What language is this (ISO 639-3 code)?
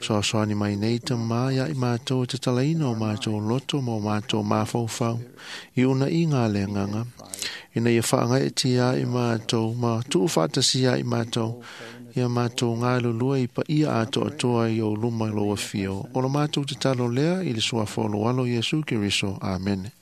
smo